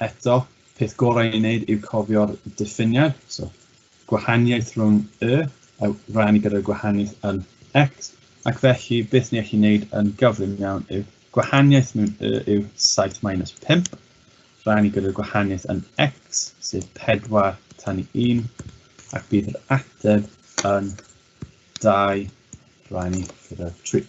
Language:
Welsh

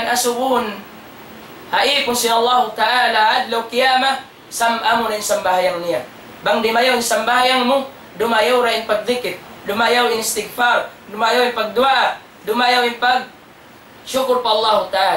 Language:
Tausug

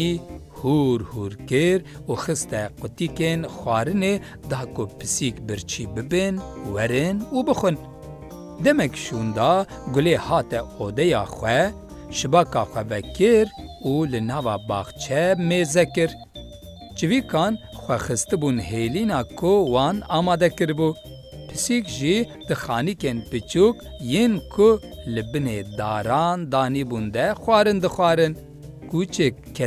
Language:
Kurdish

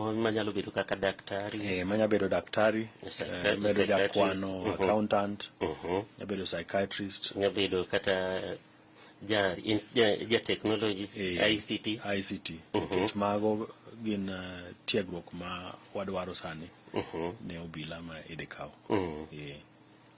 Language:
Luo (Kenya and Tanzania)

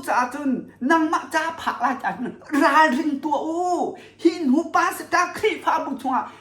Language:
Hakha Chin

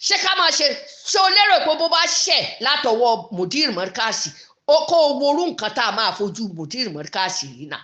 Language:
Yoruba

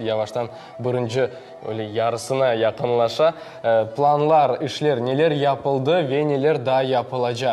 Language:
Crimean Tatar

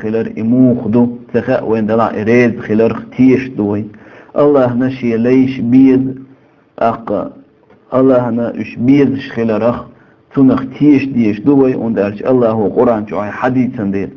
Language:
Chechen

